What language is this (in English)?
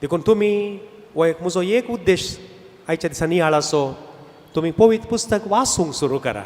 Konkani